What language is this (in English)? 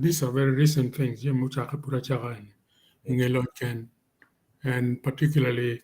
Acoli